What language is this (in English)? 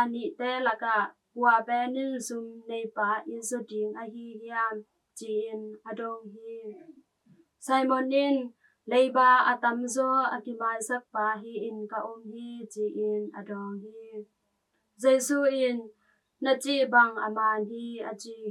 Tedim Chin